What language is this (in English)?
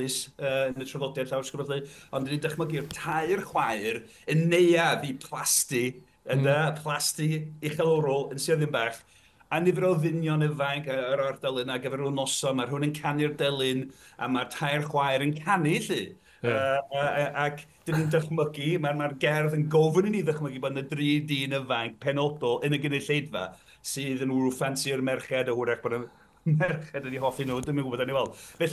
Welsh